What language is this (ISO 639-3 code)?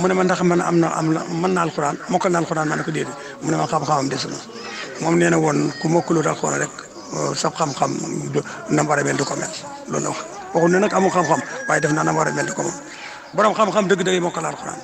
wol